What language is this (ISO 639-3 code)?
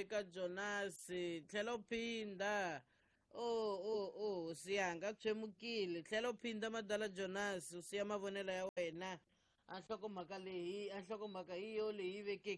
tso